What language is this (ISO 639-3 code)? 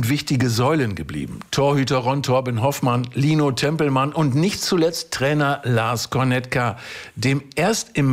deu